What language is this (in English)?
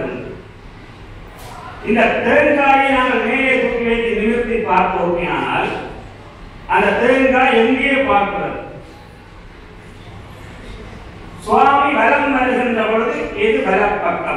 Tamil